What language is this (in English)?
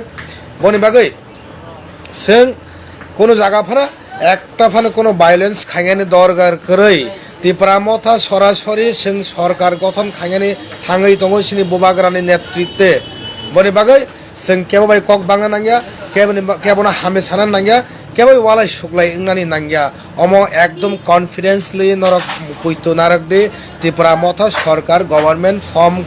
Kok Borok